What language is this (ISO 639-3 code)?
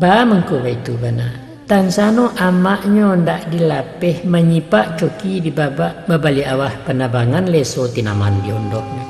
min